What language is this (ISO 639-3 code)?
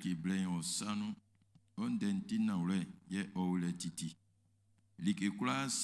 bci